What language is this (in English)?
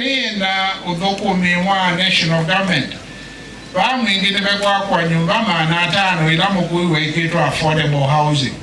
Kamba